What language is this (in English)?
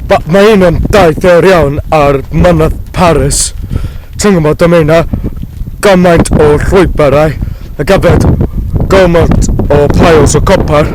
Welsh